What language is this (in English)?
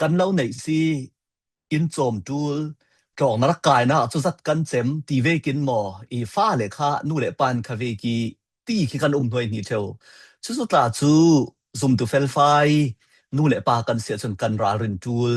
Falam Chin